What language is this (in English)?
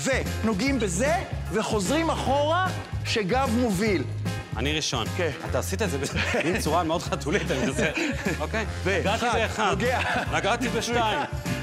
Hebrew